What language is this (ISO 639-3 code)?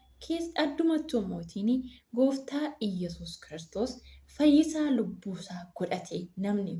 orm